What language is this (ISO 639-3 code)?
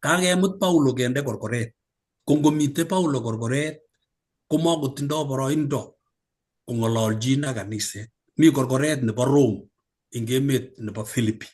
kln